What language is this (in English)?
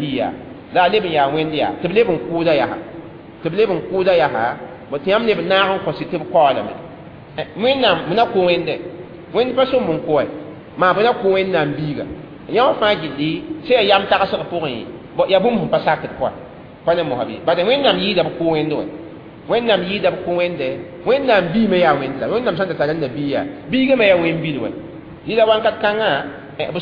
Mossi